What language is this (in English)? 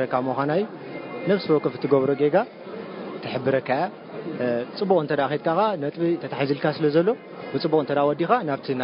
Tigrinya